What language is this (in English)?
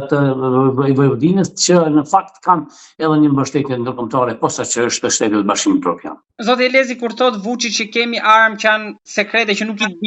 Albanian